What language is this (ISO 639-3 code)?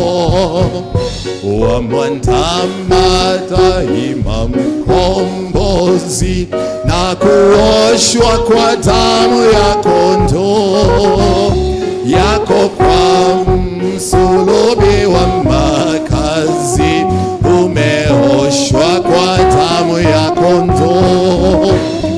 swa